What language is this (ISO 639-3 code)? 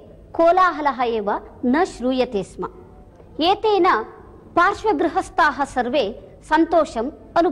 san